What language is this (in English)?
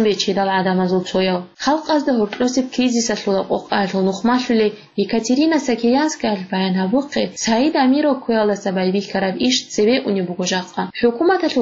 Avaric